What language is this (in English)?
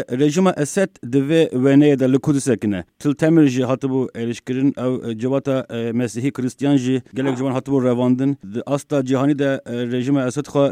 Kurdish